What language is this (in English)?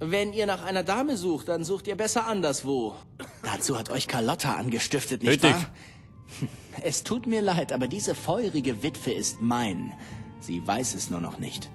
Bavarian